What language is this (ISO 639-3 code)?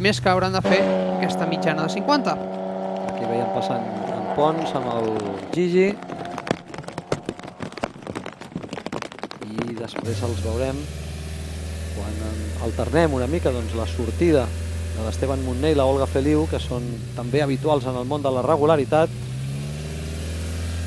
cat